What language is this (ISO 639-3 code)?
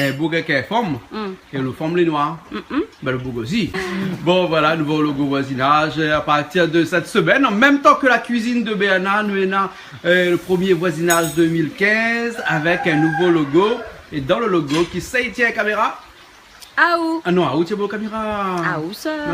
rcf